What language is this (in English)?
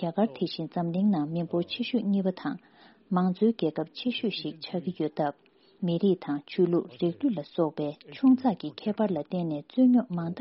Tibetan